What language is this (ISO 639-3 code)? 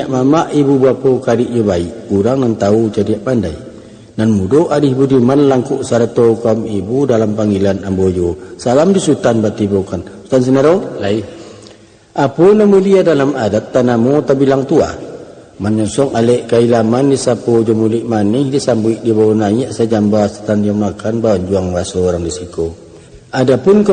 min